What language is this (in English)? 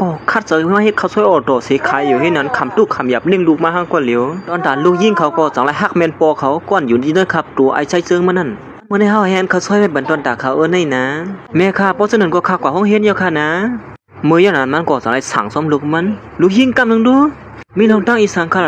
Shan